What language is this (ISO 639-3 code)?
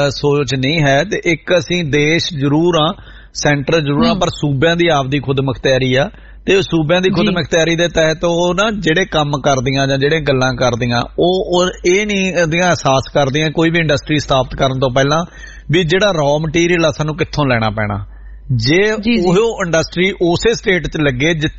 pan